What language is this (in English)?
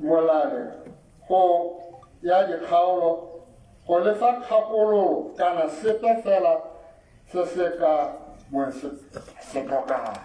Tswana